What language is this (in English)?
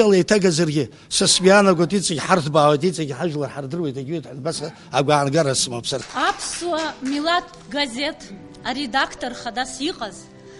Abkhazian